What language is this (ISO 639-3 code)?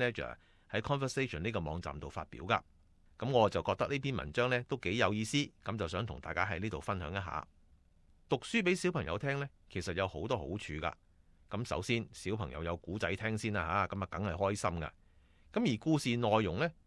yue